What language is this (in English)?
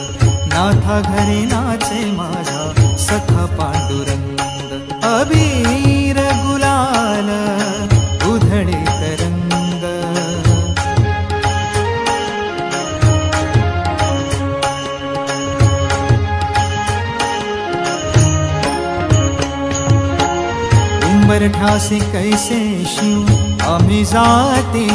Marathi